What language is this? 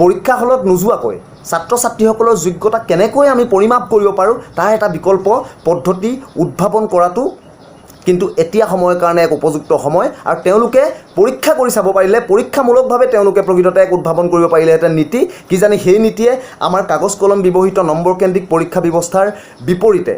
Assamese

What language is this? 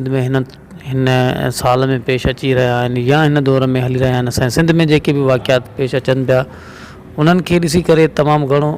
Sindhi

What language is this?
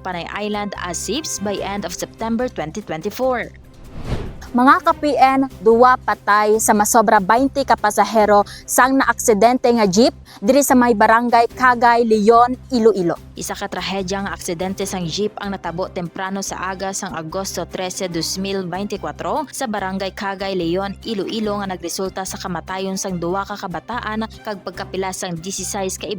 Hiligaynon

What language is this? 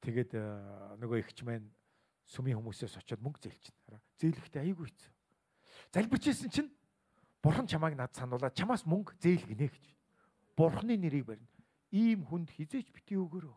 Mongolian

